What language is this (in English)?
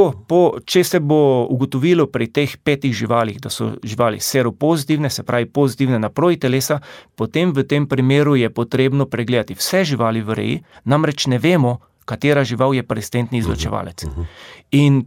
Slovenian